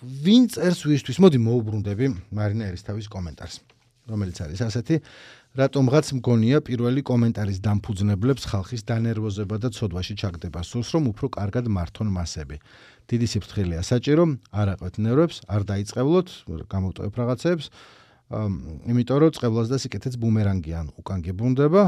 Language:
Georgian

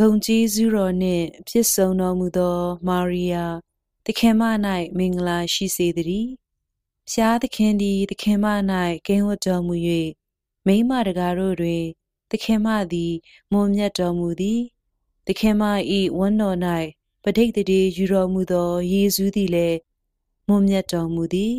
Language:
Burmese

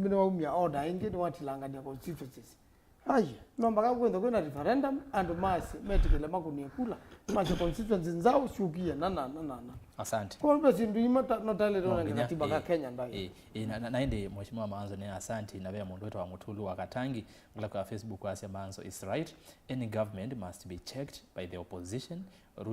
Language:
Kamba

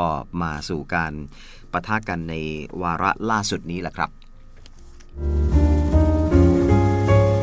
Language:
Thai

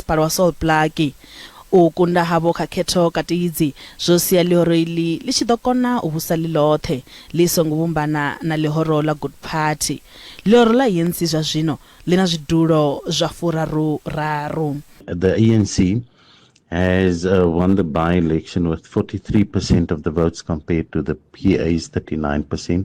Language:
Venda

